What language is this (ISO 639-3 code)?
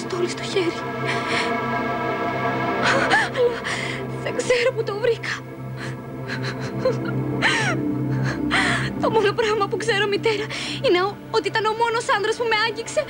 ell